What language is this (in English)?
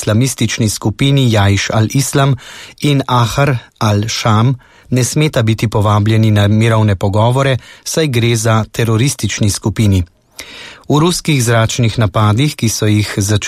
Slovenian